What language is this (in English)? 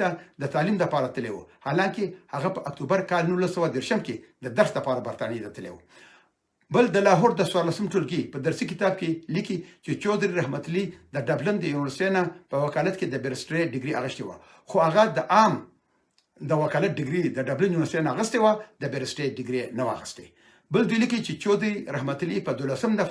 Pashto